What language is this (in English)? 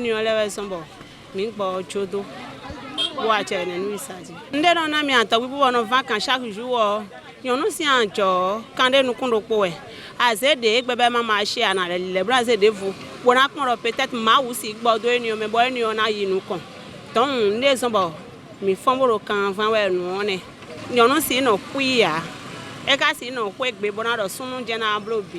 Fon